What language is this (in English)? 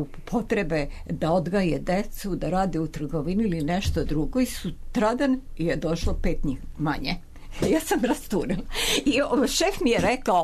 Serbian